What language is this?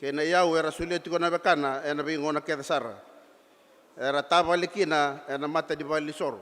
Fijian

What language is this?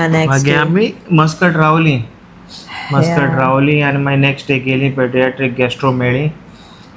Konkani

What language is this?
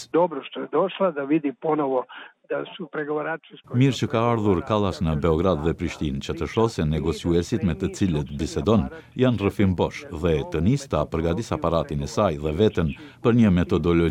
Albanian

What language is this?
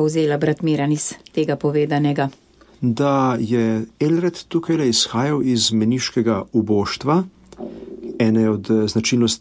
Slovenian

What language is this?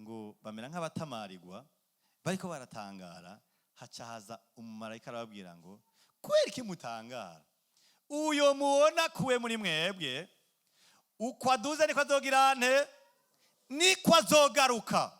Rundi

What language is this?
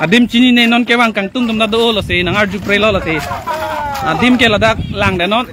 Karbi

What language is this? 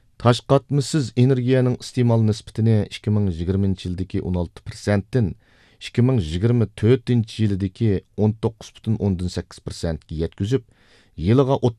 Uyghur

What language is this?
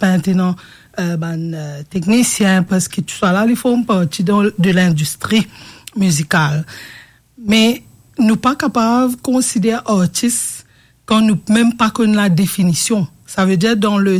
Morisyen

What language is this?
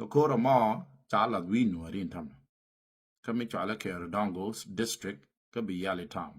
Nuer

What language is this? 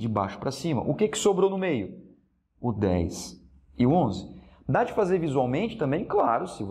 Portuguese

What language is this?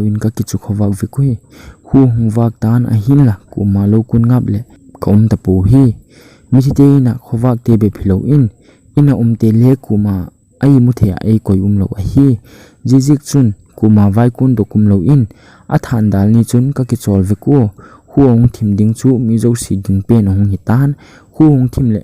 Thado Chin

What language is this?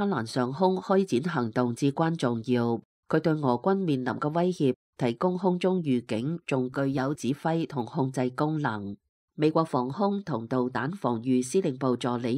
Cantonese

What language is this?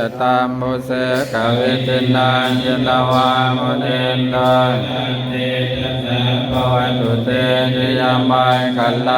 Pali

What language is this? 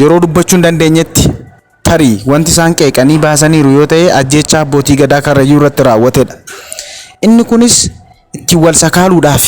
Oromo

